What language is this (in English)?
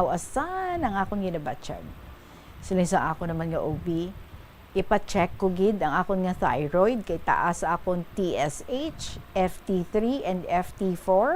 Hiligaynon